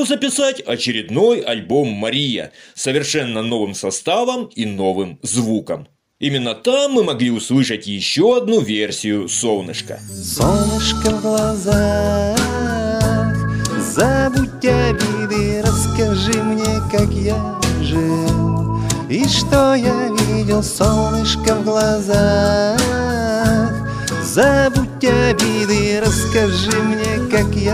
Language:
Russian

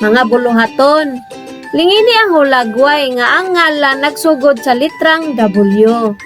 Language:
Cebuano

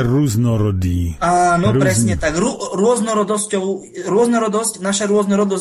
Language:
Slovak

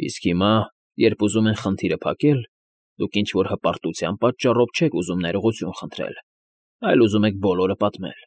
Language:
Armenian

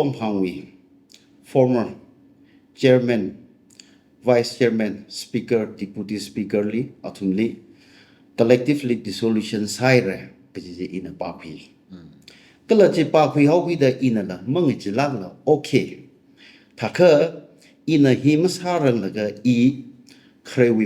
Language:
Tangkhul Naga (India)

